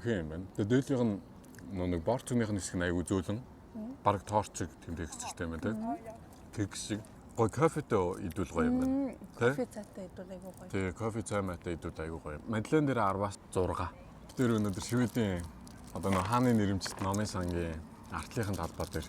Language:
Mongolian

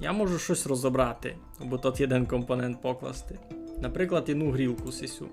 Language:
Rusyn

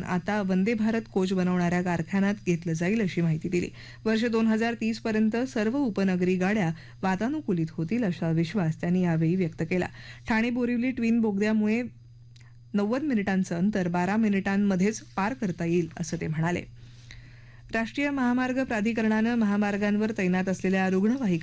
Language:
Marathi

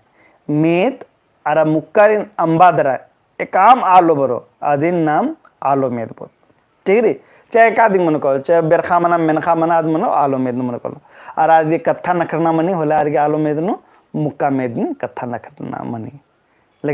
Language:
Kurukh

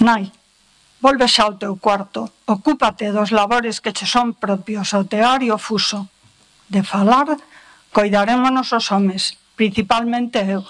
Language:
Galician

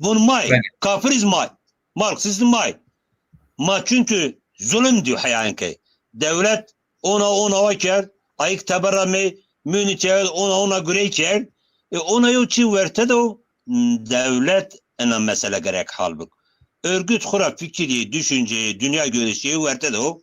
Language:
Zaza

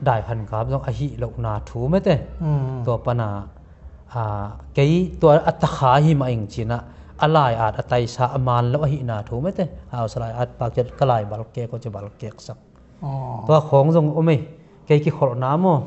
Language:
Tedim Chin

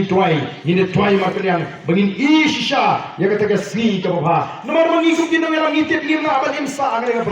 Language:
Khasi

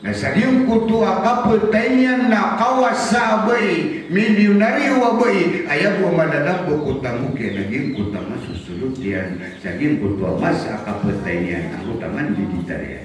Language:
Maranao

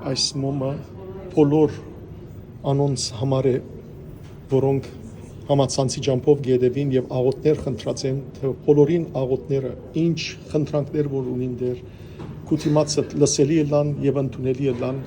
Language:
Western Armenian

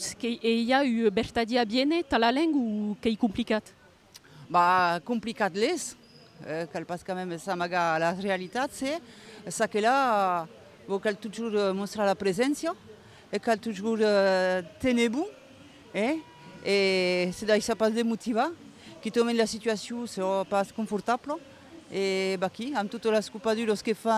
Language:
Occitan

